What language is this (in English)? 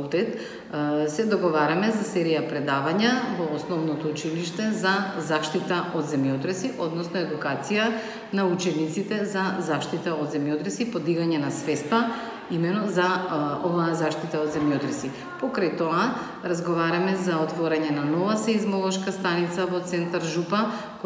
Macedonian